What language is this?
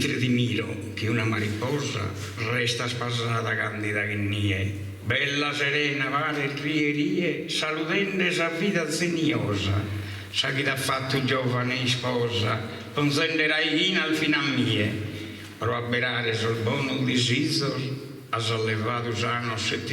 Sardinian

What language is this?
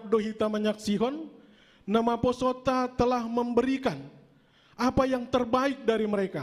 Batak Simalungun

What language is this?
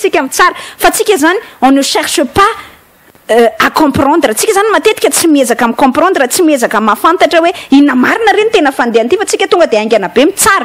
Malagasy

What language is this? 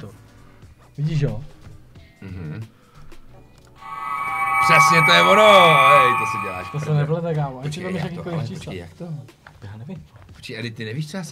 Czech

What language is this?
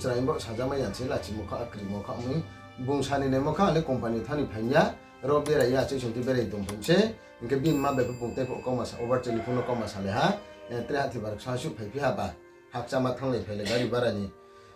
Riang (India)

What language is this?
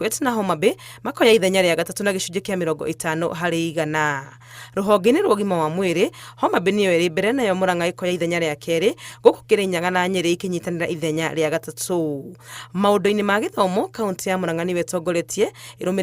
Kikuyu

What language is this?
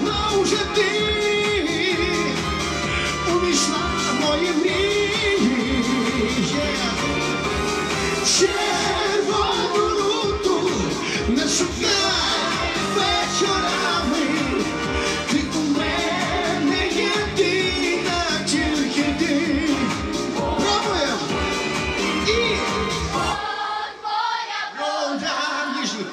Ukrainian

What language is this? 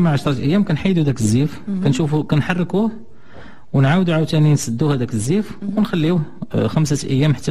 Moroccan Arabic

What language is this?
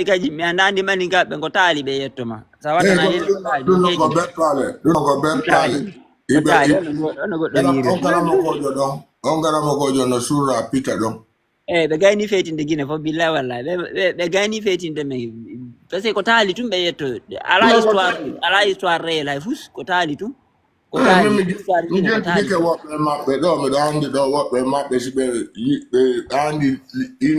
Fula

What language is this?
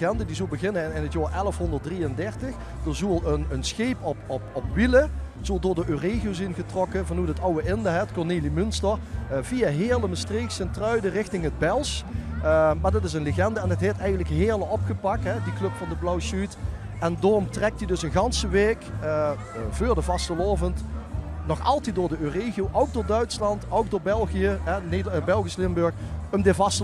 Limburgish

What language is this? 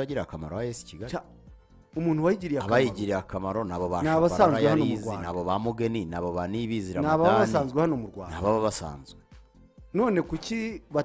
Kinyarwanda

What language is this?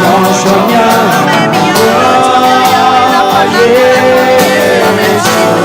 Akha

